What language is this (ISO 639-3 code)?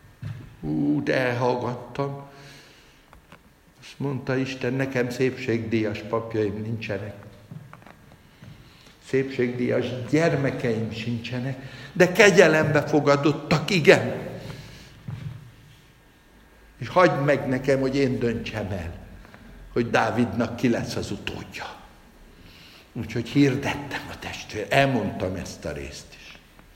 hun